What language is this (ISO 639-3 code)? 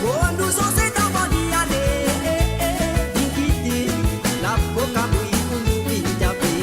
mfe